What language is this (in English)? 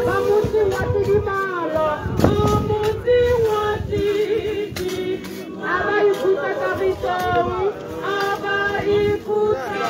Tswana